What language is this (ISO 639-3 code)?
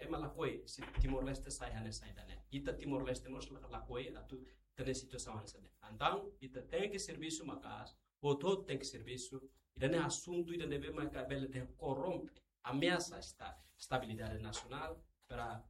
tet